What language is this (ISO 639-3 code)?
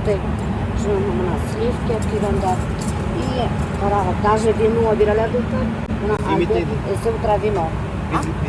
bak